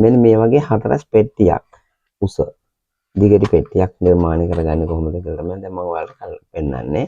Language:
Sinhala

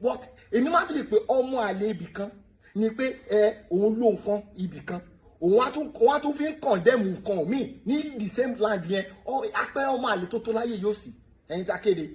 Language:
Yoruba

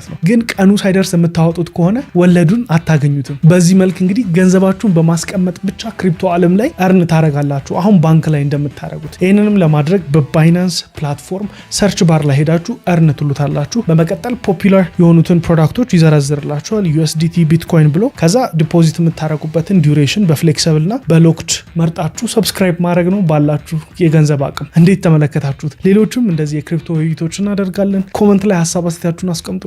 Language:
Amharic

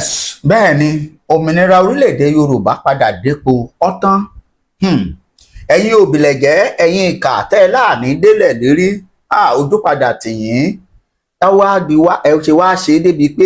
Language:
Yoruba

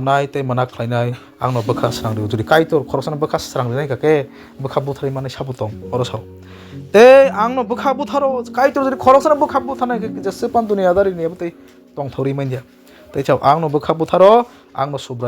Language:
Kok Borok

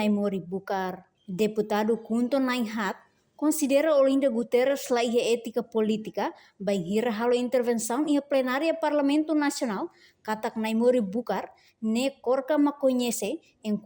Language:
Tetum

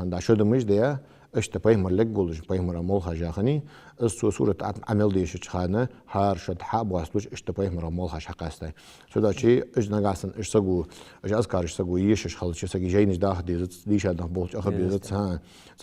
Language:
Ingush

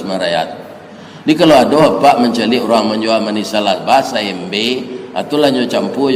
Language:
Minangkabau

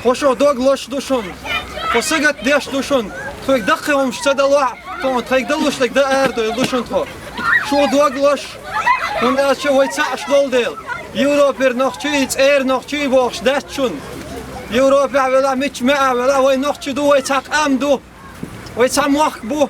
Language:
Chechen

